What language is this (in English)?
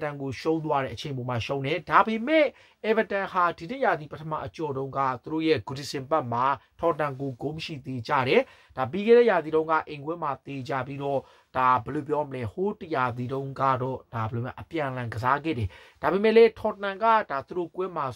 Burmese